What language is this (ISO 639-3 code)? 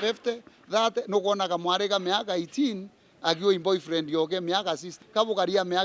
mer